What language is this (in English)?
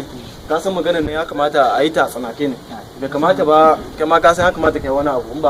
Hausa